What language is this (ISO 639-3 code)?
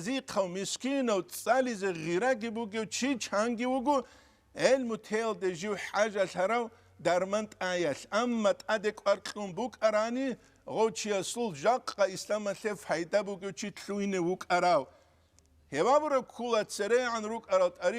ava